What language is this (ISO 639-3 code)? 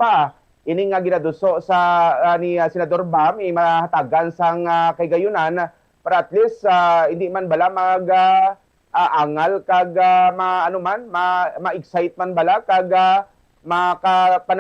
hil